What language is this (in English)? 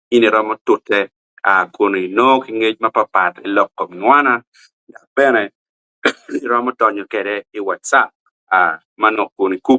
Acoli